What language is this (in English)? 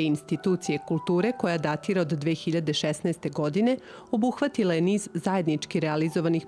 Serbian